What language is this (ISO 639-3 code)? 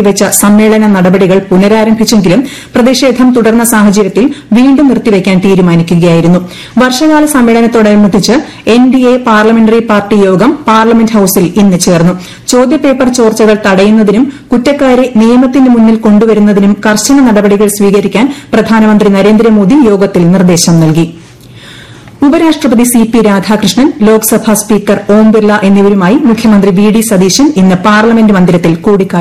mal